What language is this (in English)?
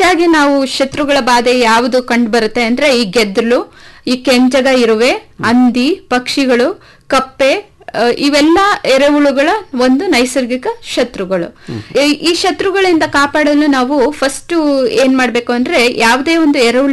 Kannada